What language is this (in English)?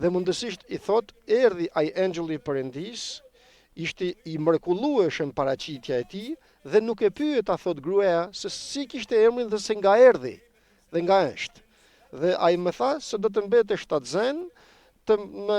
Albanian